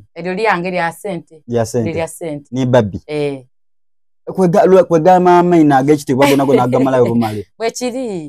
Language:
Soga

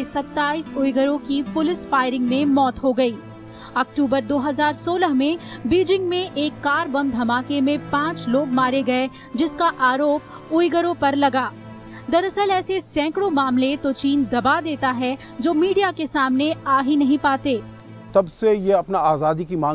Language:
Hindi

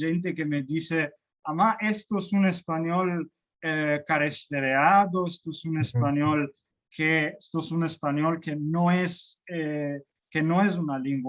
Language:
Ladino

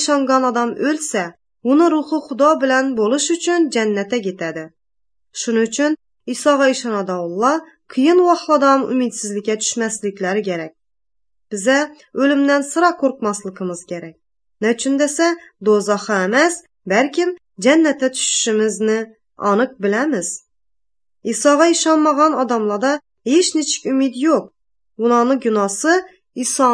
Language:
Uzbek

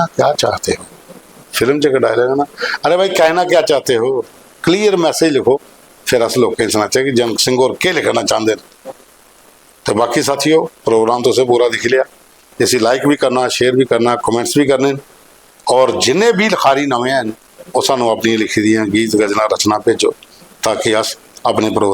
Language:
Dogri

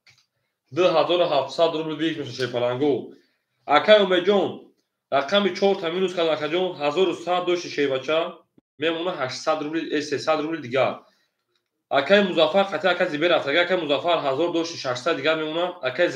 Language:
Tajik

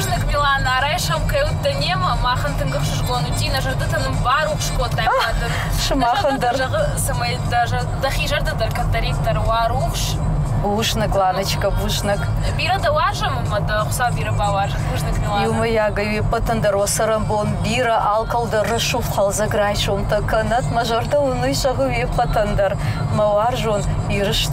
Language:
Ossetic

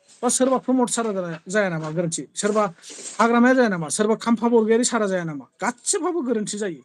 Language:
Bodo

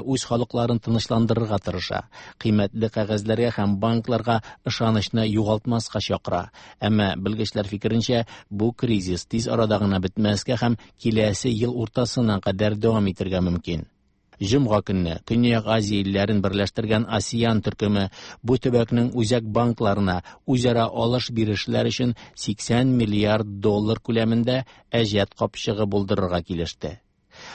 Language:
Tatar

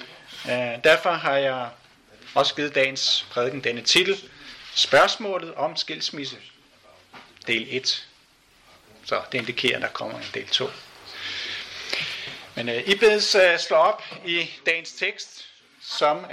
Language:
Danish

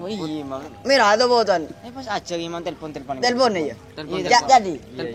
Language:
Madurese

